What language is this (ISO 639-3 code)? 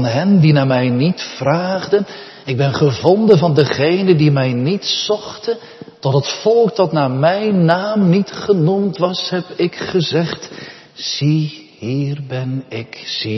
nld